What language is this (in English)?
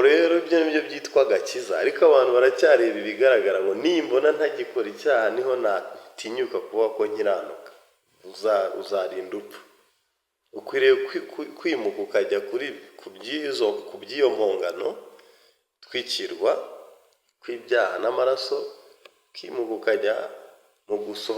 Kinyarwanda